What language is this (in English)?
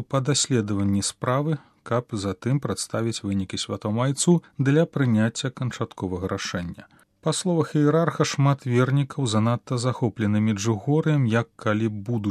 Belarusian